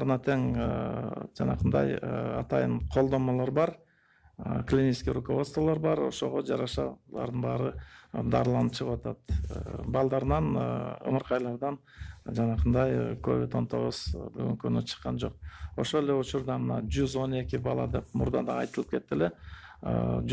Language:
Kyrgyz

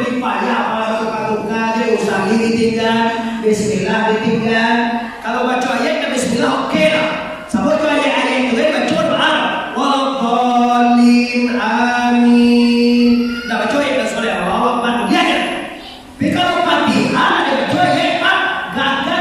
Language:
Minangkabau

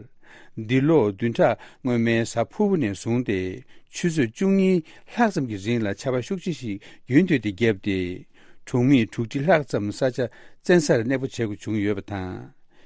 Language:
Tibetan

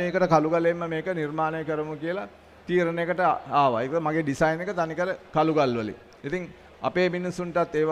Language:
Sinhala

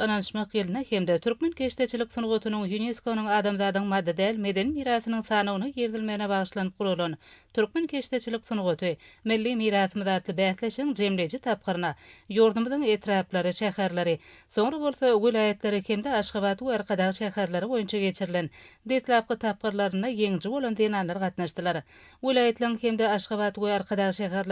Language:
Turkmen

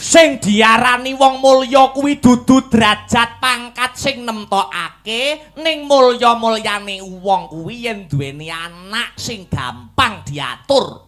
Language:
Javanese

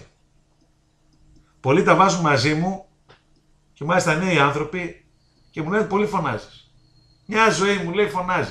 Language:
Greek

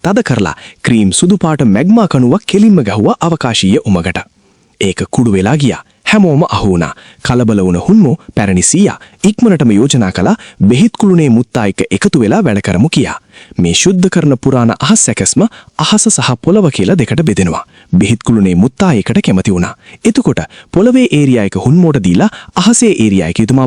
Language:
Sinhala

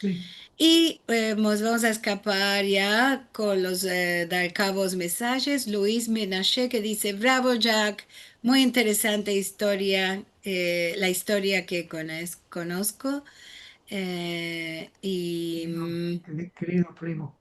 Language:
Ladino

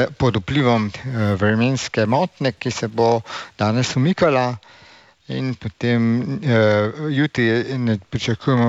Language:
Slovenian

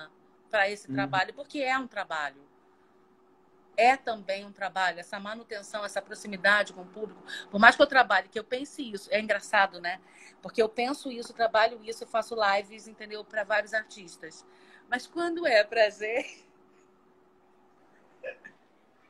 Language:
Portuguese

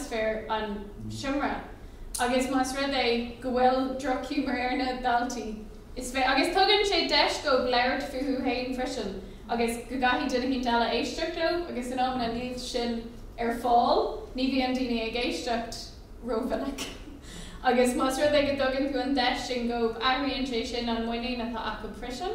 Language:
Irish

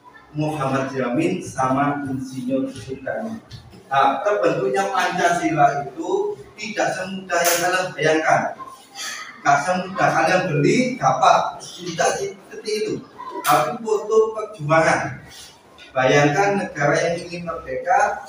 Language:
Indonesian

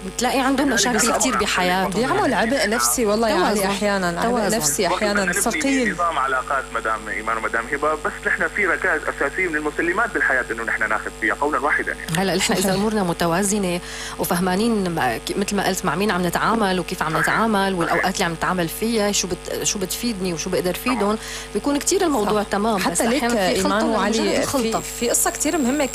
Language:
North Levantine Arabic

